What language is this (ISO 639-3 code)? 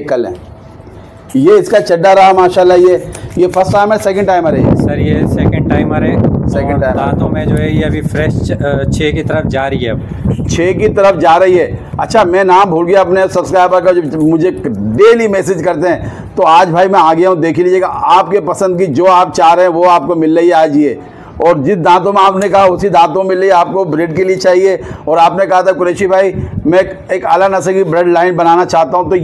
hin